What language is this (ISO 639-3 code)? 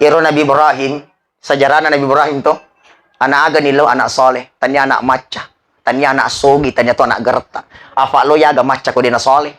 bug